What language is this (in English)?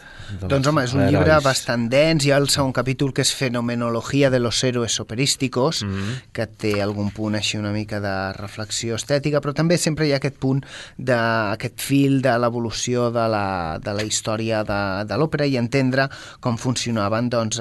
Catalan